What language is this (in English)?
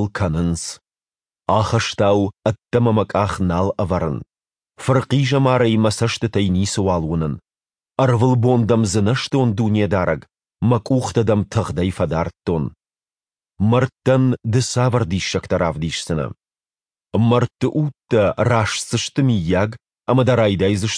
Ossetic